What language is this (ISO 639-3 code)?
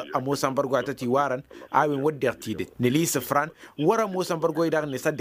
taq